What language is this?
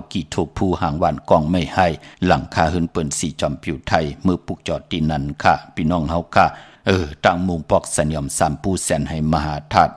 Shan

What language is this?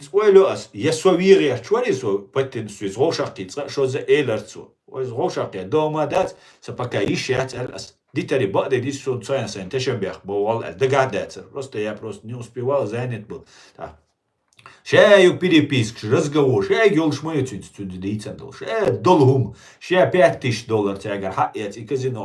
Chechen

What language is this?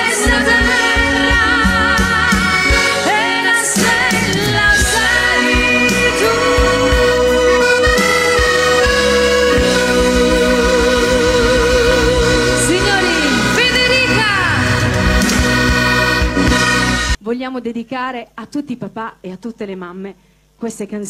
Italian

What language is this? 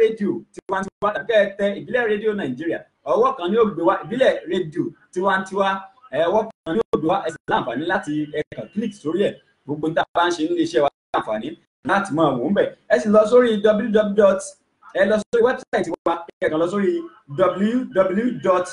Yoruba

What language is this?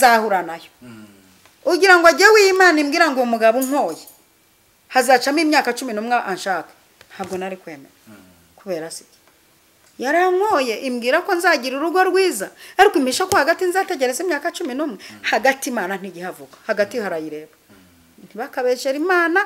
Kinyarwanda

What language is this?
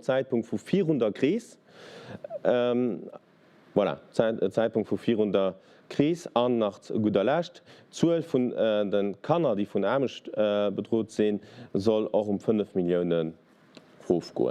Luxembourgish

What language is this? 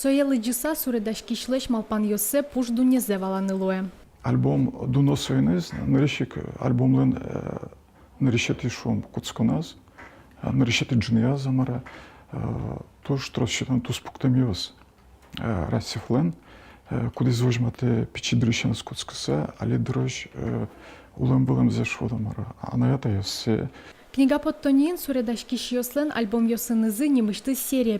Udmurt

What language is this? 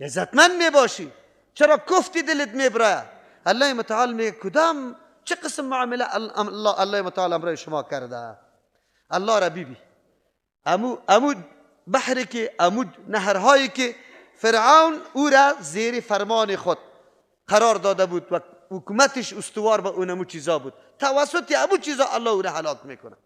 Persian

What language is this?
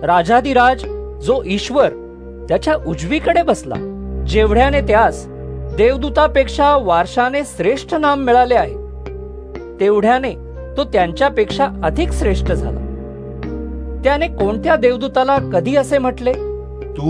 Marathi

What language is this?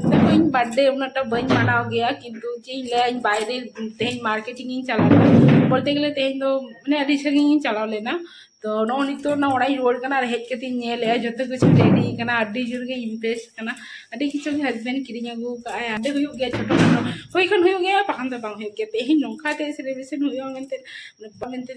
Santali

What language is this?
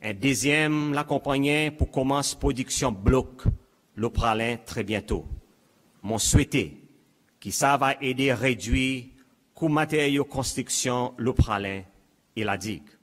Seselwa Creole French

